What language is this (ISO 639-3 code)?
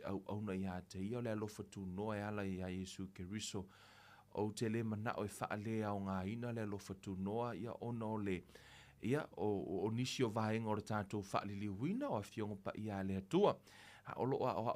smo